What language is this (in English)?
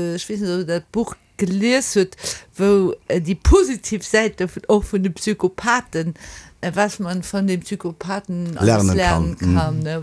Luxembourgish